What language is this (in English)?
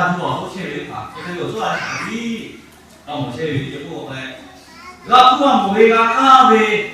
Lahu